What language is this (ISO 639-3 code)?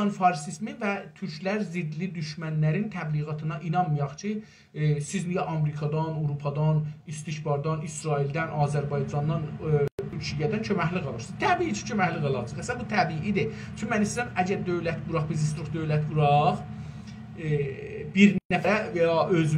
azb